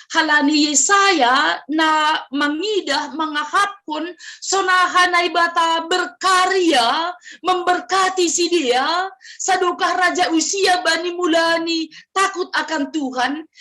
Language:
Batak Simalungun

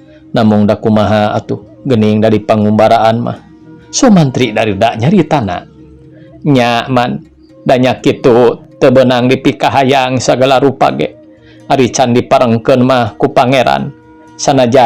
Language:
Sundanese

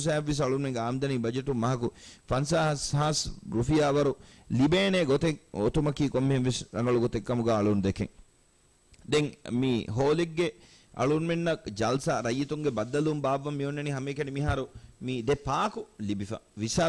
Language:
Divehi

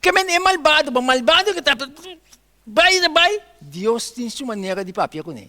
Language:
Papiamento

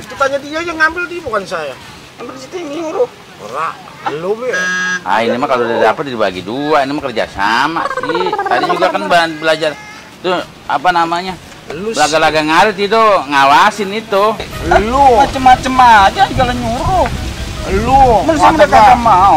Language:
Betawi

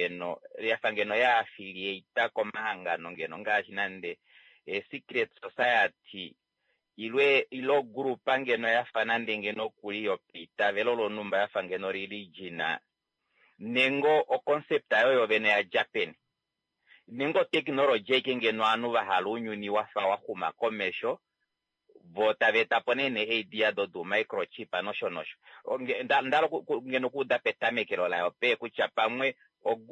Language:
Kuanyama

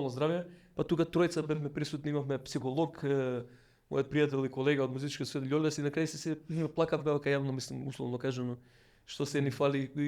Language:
Macedonian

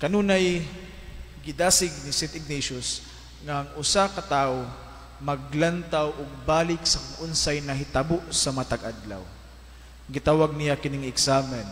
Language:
Cebuano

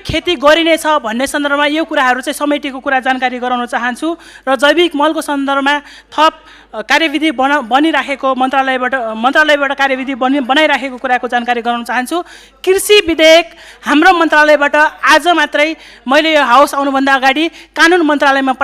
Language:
Nepali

